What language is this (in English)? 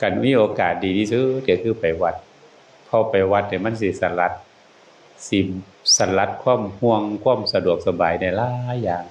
Northeastern Thai